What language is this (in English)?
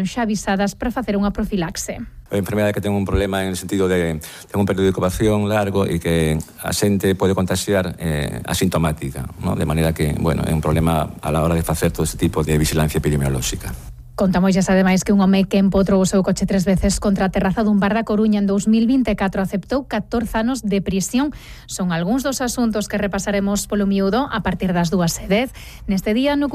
Galician